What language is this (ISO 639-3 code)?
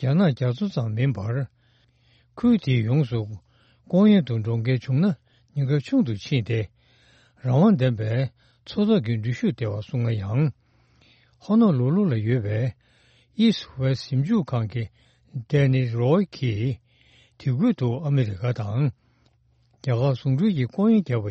bod